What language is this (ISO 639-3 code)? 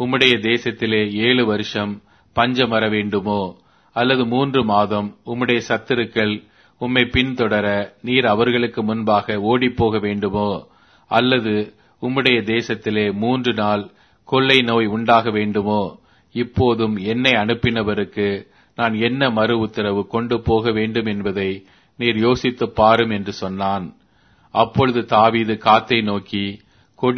tam